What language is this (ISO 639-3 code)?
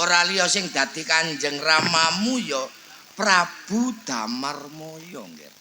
jav